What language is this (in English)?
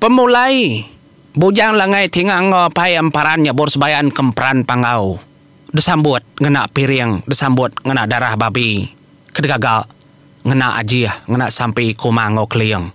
Iban